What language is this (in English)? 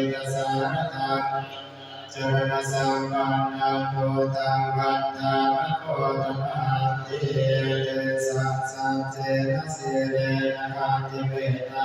Pali